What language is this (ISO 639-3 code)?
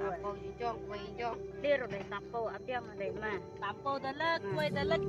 kha